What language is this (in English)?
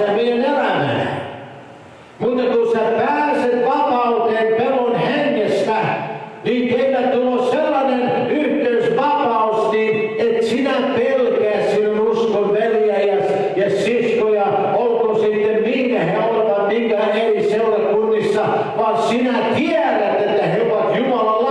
Finnish